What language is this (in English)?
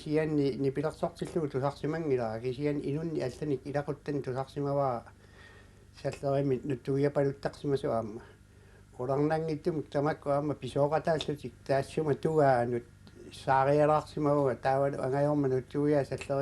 Kalaallisut